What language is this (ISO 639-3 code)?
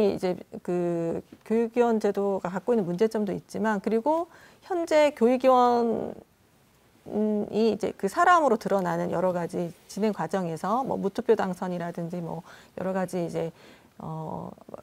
kor